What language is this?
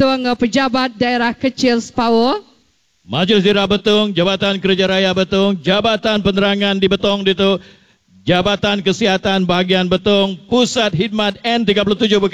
Iban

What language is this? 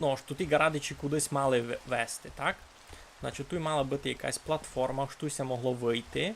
Rusyn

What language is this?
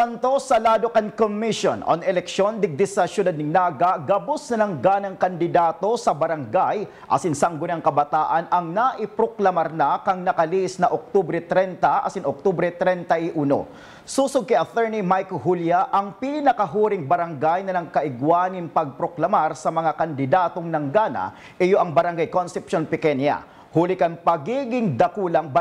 Bikol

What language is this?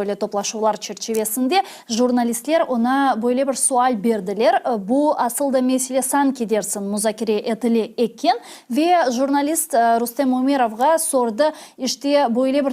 Crimean Tatar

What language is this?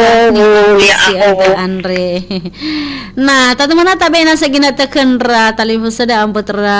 Nias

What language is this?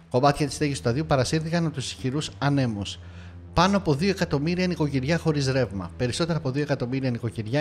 Greek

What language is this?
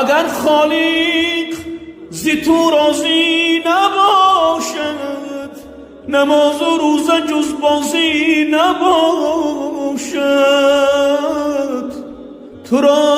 Tajik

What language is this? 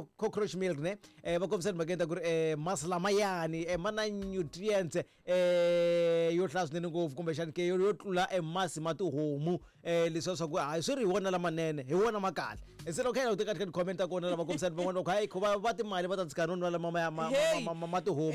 Tsonga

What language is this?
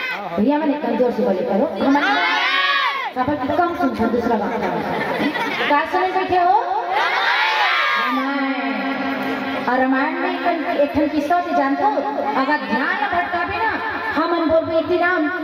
Hindi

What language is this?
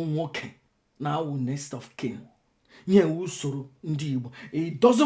Igbo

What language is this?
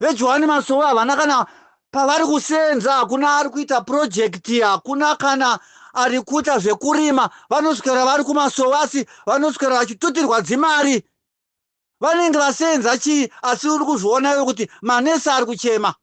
Shona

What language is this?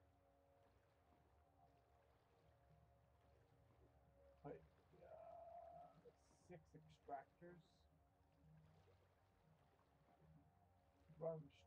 English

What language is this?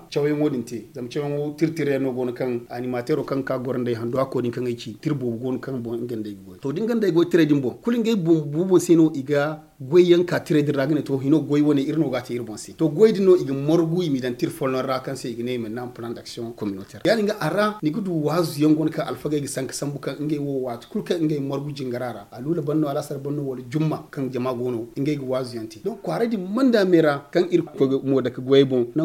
Zarma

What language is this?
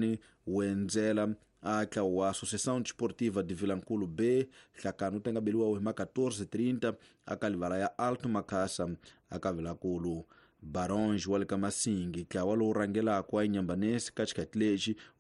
Tsonga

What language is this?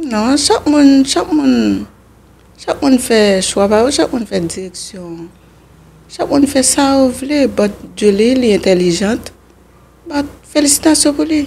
Haitian Creole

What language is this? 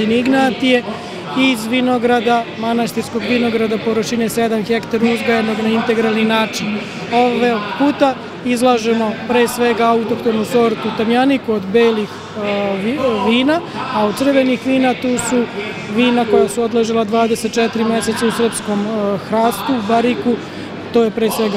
Serbian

